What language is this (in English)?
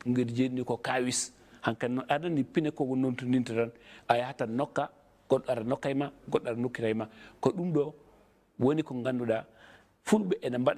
Fula